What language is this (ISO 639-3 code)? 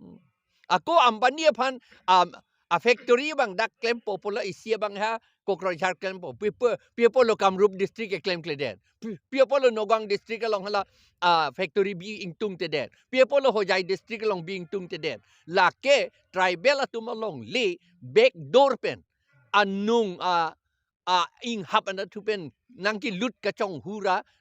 mjw